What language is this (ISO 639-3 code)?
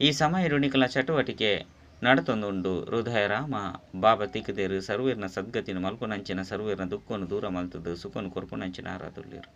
tcy